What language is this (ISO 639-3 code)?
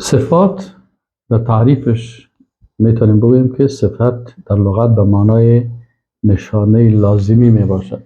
fas